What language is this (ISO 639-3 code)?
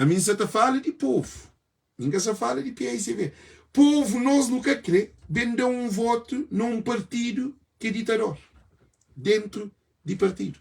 kea